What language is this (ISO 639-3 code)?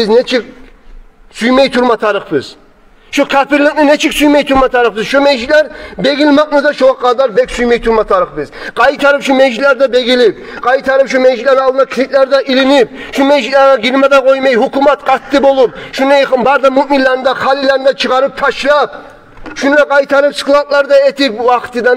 kum